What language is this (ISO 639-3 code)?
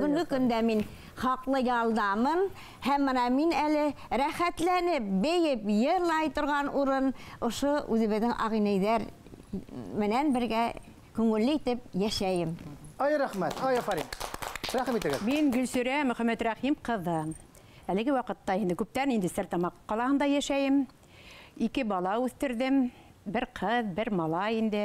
bak